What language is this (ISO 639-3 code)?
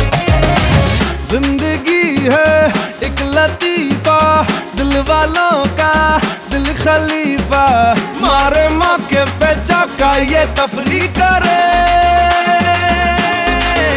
hin